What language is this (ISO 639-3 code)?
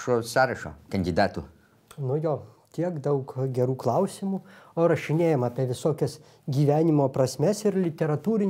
lit